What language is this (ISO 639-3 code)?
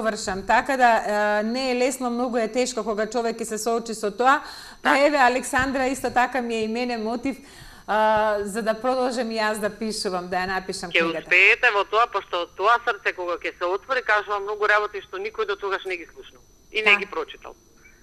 mkd